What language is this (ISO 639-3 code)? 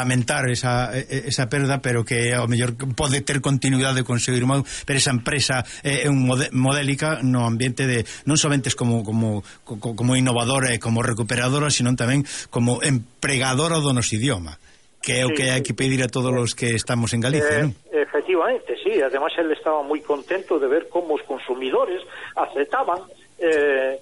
glg